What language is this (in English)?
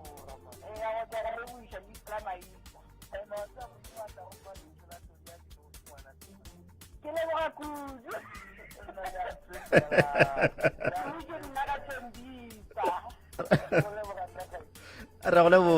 Northern Sotho